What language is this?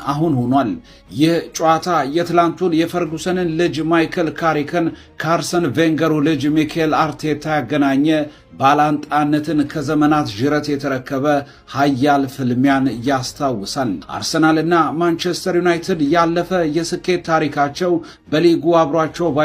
Amharic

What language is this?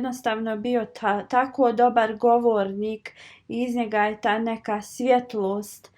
Bosnian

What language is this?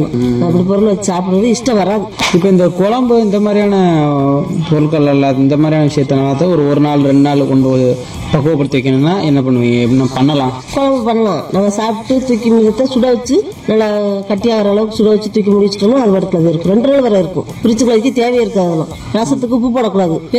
Tamil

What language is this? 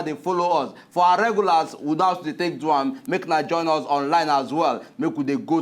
Nigerian Pidgin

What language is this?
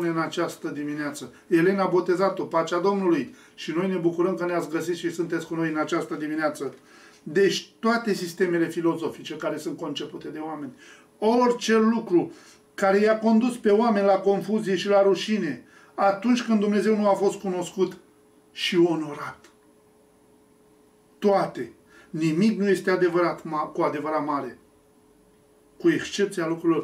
Romanian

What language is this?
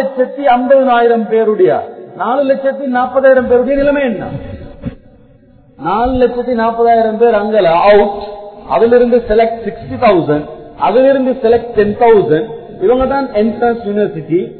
Tamil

